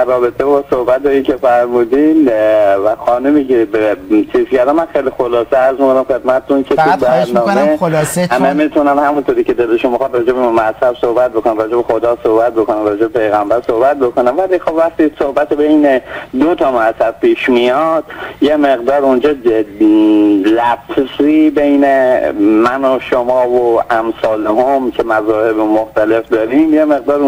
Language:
Persian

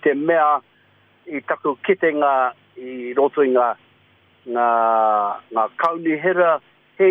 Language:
Māori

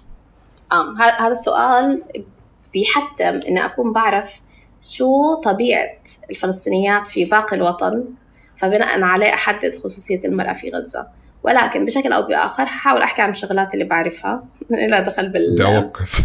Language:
North Levantine Arabic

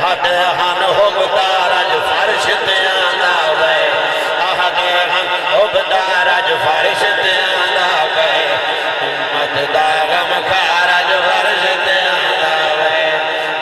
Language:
Saraiki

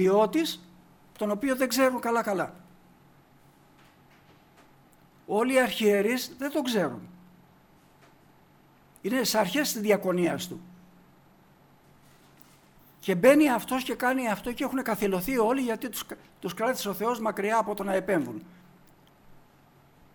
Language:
Greek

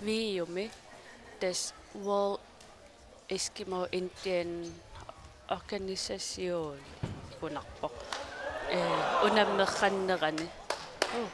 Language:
Kalaallisut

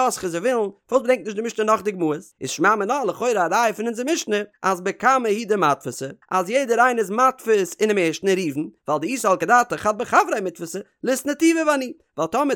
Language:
Yiddish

